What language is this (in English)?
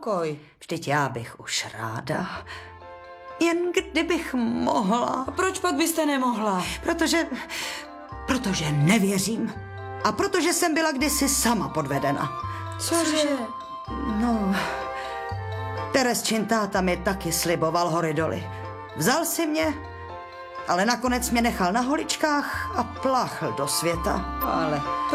Czech